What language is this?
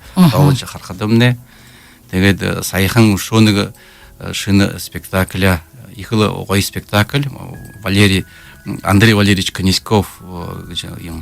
Buriat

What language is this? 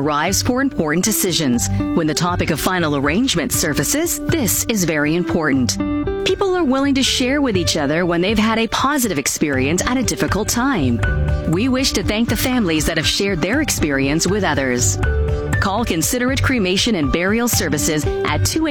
English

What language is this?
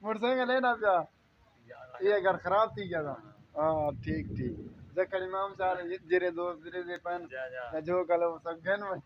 Saraiki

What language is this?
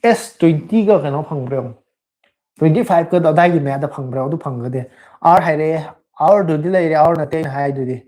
Manipuri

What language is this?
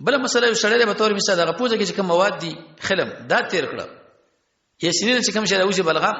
Pashto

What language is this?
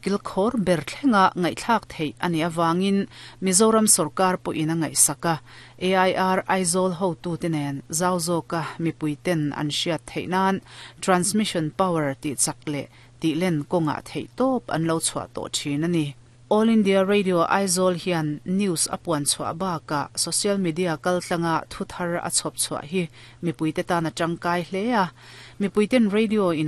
Mizo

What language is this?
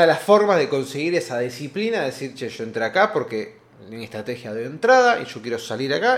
Spanish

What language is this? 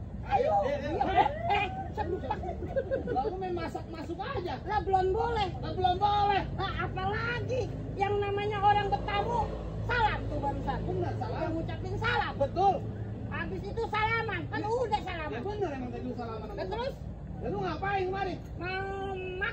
Betawi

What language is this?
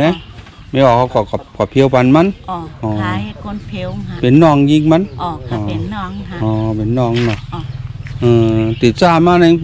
Shan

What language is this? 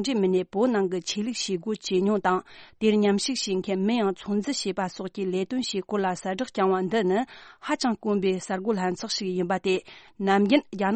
Tibetan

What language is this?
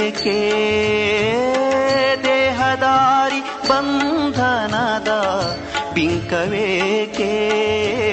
Kannada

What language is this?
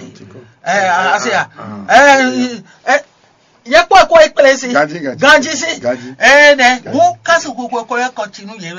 Fon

